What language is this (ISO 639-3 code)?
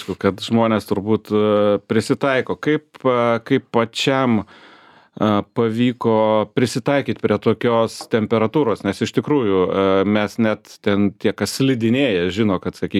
lit